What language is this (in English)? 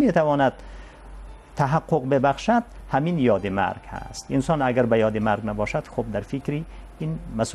Persian